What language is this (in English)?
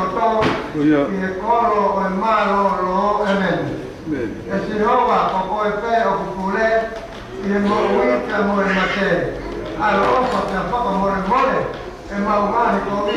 Tongan